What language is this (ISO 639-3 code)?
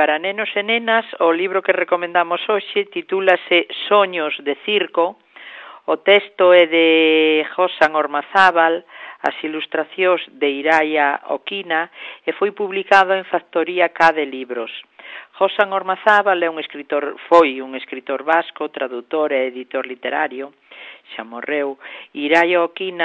glg